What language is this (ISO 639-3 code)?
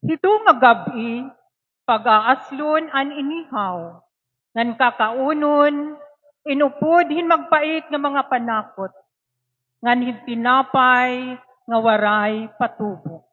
war